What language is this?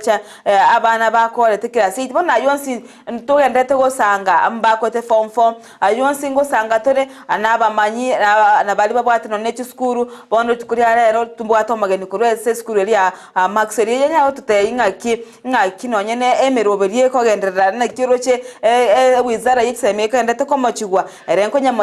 Gusii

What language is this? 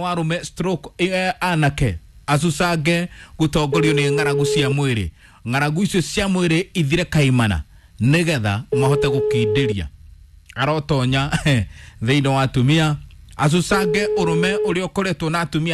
Kikuyu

